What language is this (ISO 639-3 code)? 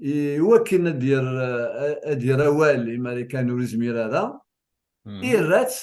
kab